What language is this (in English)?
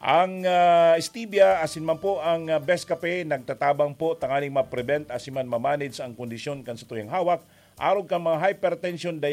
Bikol